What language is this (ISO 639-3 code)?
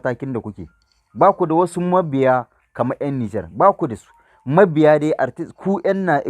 hau